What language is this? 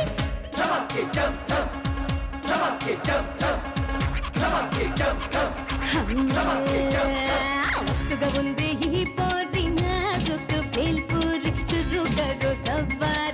Telugu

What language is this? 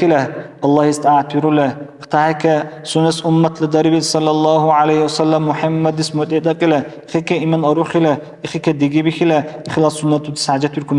Dargwa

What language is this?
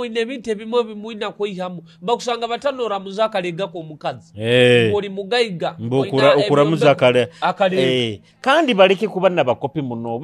Nyoro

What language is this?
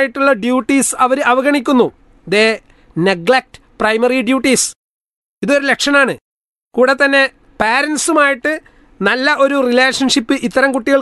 Malayalam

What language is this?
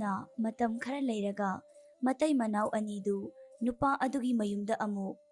Manipuri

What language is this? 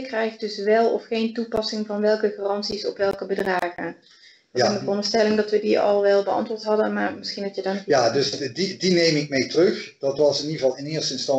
Dutch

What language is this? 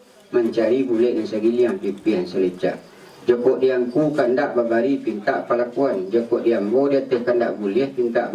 Minangkabau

